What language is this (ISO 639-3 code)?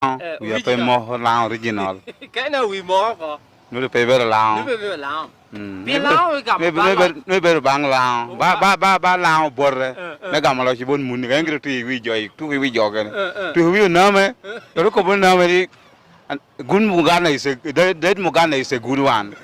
laj